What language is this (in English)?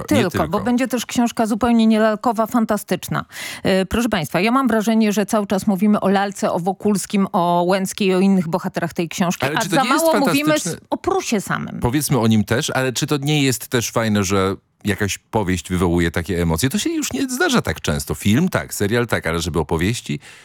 Polish